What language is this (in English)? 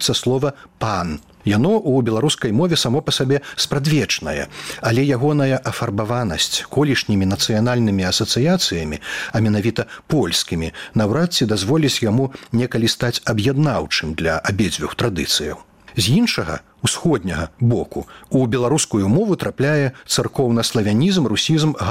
Belarusian